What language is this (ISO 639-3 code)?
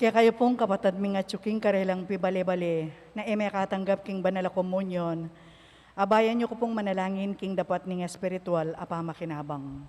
pam